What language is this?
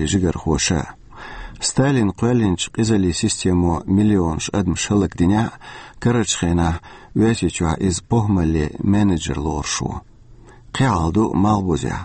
Chechen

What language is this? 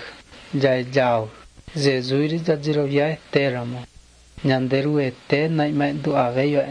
Guarani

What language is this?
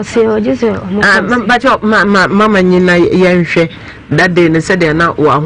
Akan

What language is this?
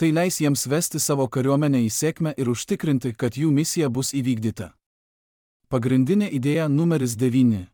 Lithuanian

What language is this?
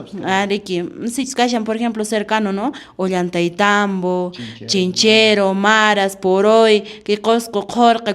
Quechua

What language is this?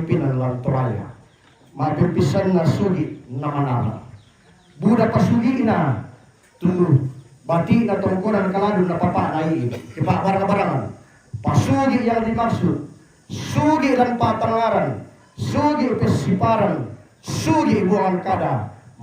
Toraja-Sa'dan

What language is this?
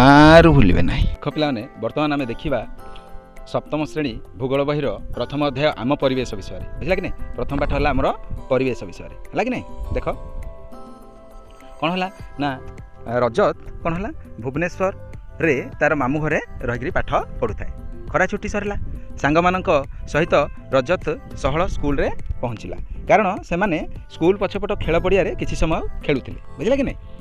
Odia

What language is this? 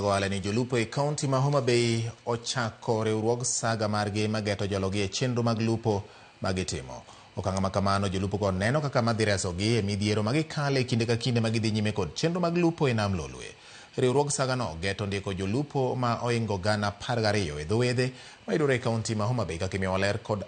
Luo (Kenya and Tanzania)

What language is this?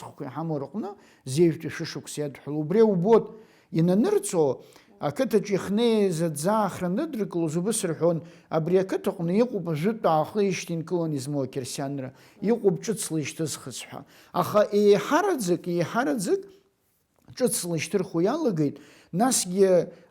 Abkhazian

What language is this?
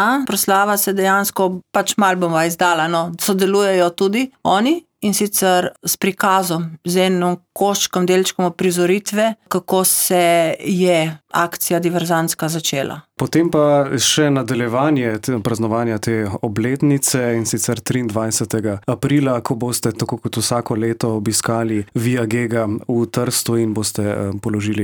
Slovenian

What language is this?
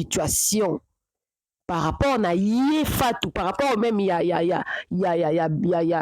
Lingala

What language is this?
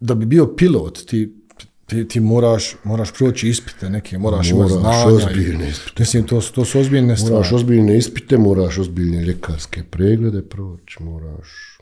Bosnian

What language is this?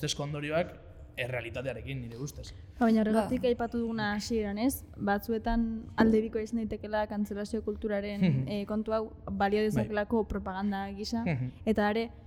Basque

